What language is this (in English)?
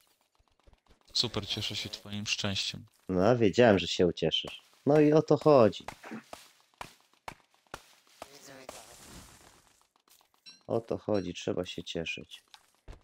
Polish